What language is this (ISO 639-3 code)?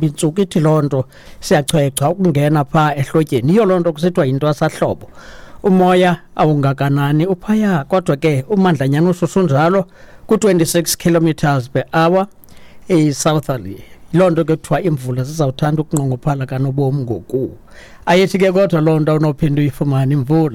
xho